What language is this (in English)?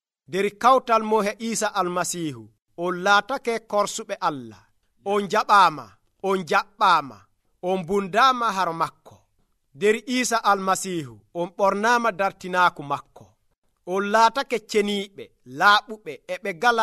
Nigerian Fulfulde